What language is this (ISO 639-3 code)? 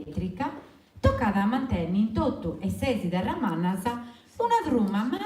srd